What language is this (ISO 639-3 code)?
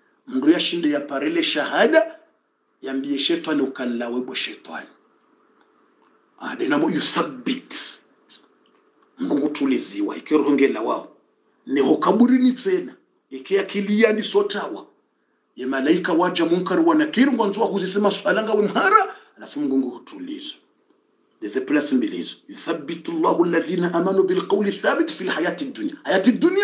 swa